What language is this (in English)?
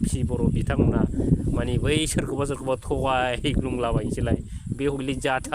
Bodo